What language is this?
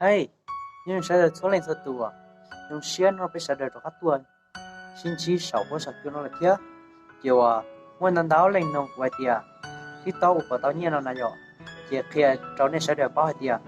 Hmong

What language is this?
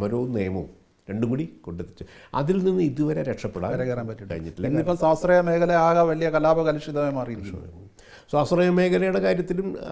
Malayalam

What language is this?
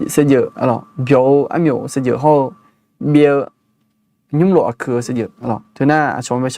Akha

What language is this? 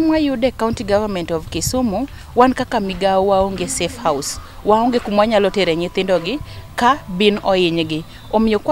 Luo (Kenya and Tanzania)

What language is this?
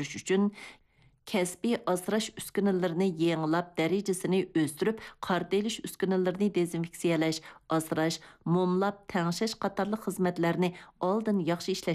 Uyghur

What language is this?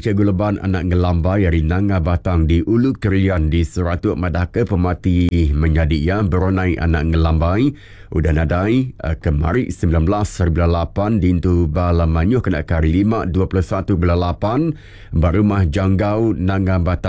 Iban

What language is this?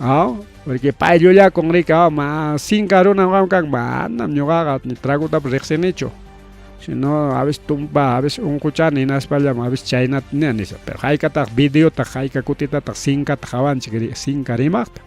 Ayacucho Quechua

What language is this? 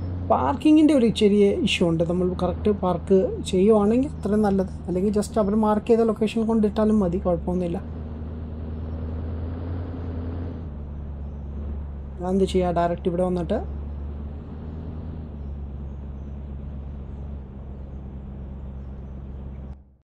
Malayalam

